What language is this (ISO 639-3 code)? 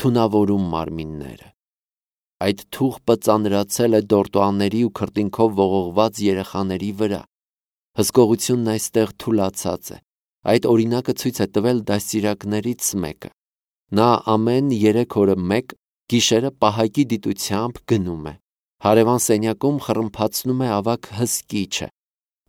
hye